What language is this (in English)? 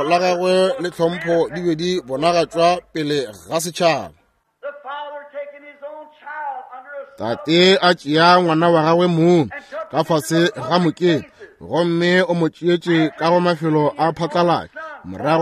Northern Sotho